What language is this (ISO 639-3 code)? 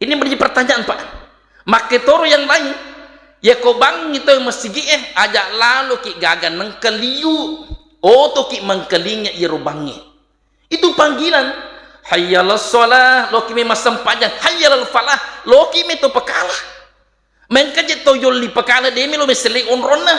bug